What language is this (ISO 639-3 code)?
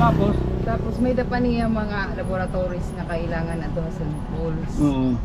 war